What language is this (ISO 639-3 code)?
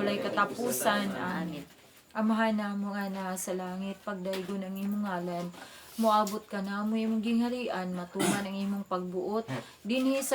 ceb